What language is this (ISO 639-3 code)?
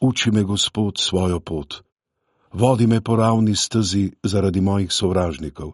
slv